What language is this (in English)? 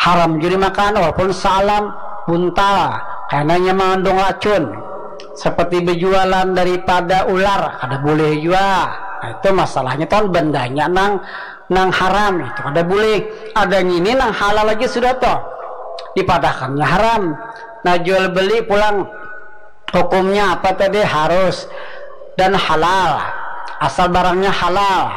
Banjar